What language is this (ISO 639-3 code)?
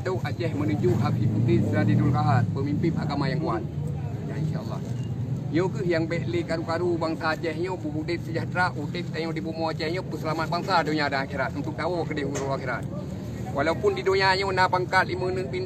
ace